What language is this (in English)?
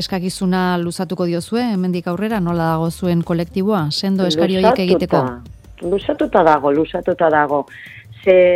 Basque